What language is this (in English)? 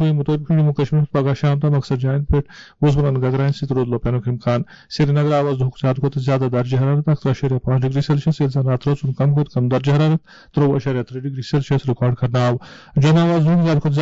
Kashmiri